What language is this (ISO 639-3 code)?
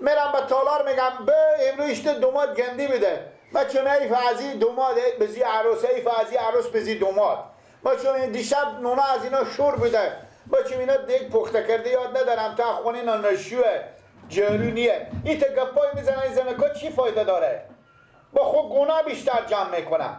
fas